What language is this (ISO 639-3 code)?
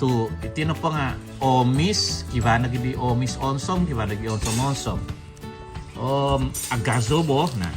dtp